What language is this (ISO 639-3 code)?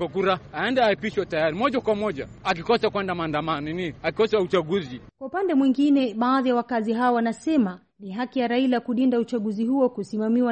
swa